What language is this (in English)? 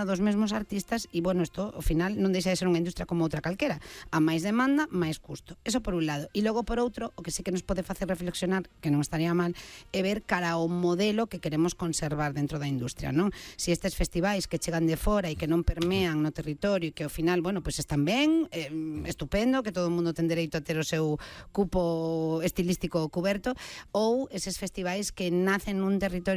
Galician